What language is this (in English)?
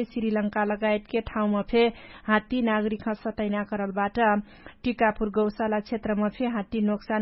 Dangaura Tharu